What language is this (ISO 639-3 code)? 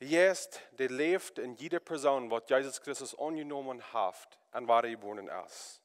pdt